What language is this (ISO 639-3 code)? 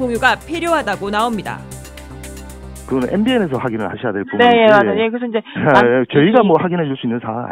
kor